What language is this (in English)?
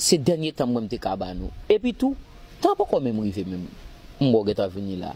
Haitian Creole